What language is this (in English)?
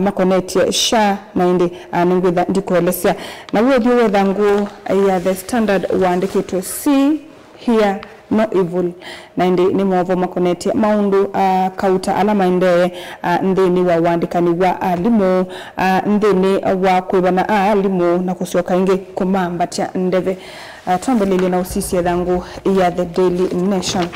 Kamba